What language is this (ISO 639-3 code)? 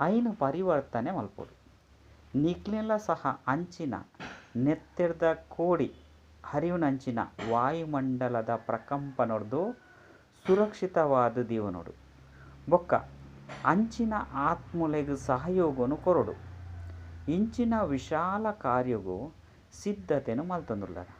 tcy